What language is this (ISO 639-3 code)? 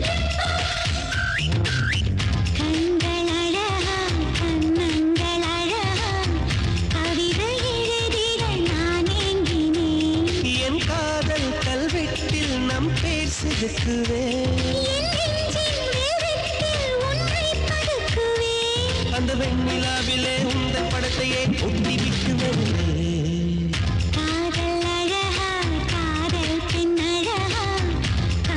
tam